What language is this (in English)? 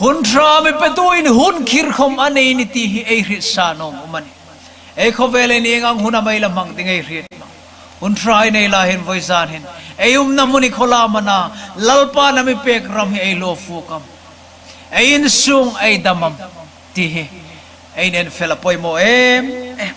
Hmar